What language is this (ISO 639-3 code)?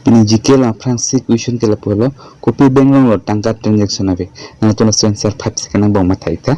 mjw